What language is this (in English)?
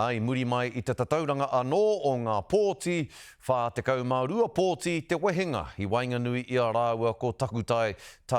Māori